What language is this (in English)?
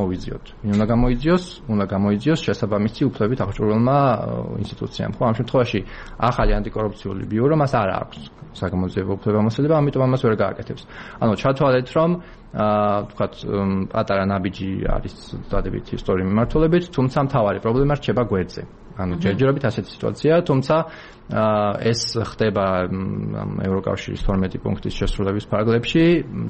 Georgian